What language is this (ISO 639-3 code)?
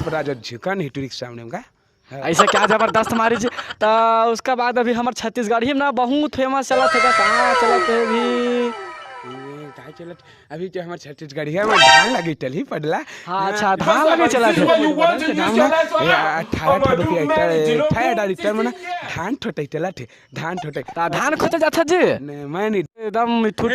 hne